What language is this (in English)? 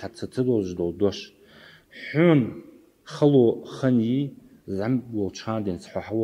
Ingush